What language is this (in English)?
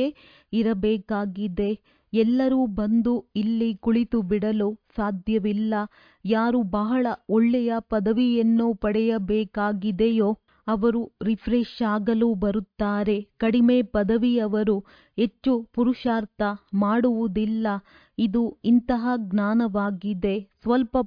Kannada